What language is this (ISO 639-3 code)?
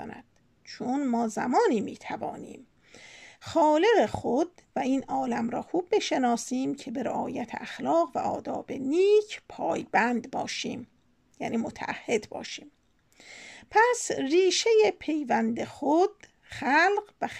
fas